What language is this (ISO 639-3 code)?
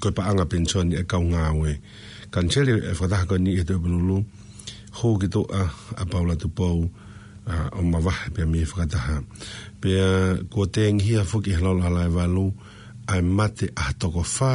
ton